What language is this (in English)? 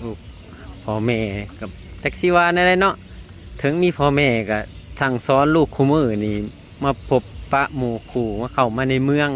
Lao